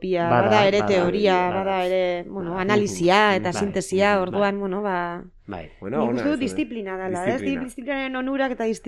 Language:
Basque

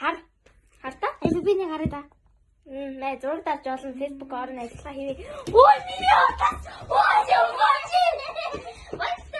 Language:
Mongolian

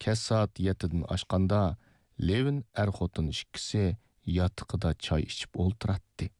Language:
Uyghur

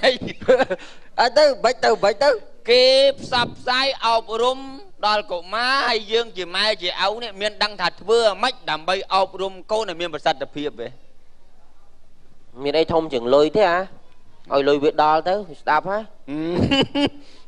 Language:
Khmer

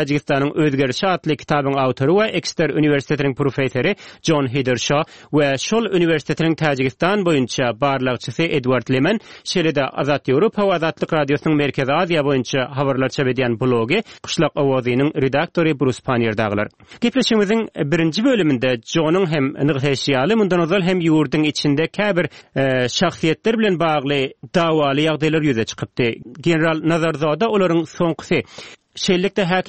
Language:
Turkmen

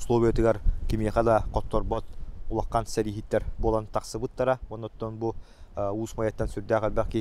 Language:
Yakut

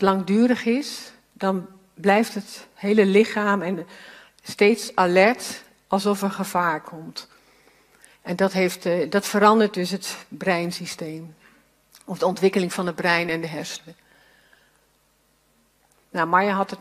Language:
Dutch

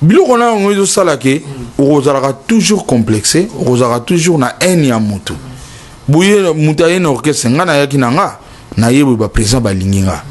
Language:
Lingala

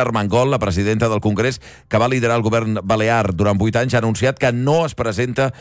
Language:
Catalan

